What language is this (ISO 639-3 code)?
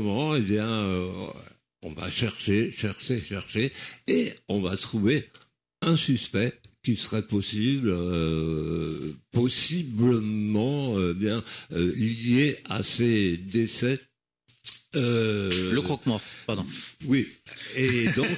fra